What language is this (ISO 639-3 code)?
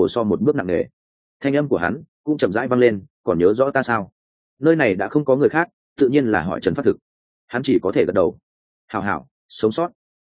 vie